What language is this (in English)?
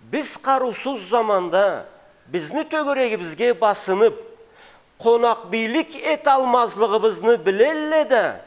Karachay-Balkar